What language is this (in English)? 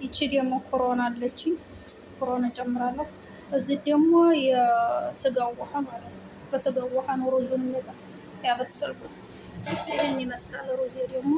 Amharic